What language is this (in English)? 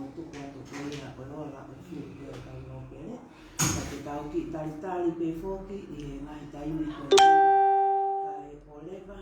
Tongan